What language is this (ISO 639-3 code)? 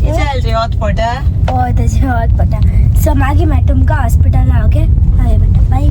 kok